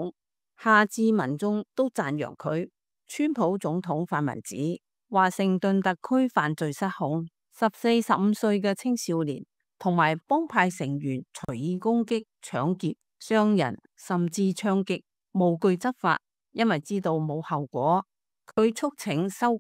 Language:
Cantonese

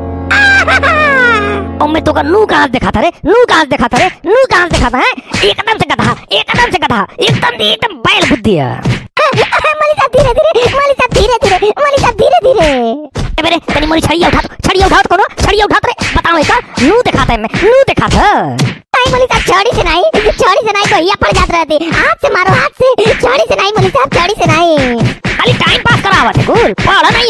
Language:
Hindi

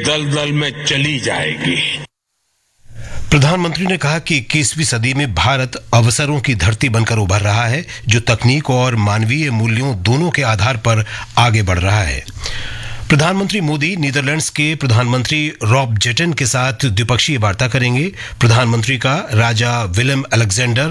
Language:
Hindi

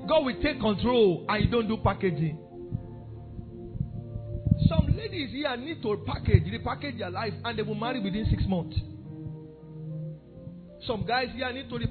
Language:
English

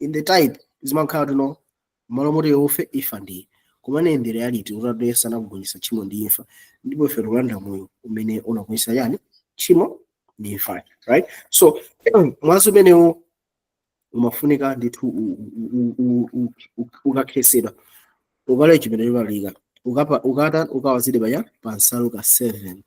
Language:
Nyanja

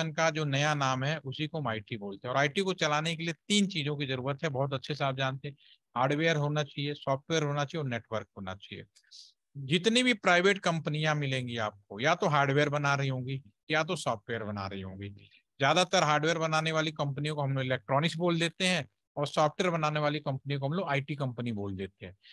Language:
Hindi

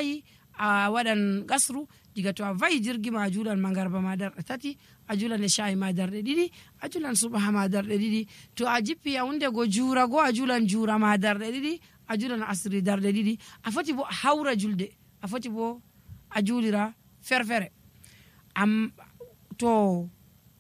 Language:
Nigerian Fulfulde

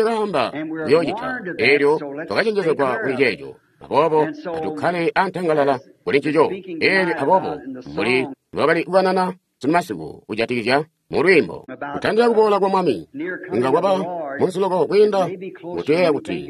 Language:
Tonga (Zambia)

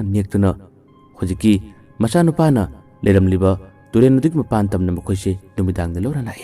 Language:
Manipuri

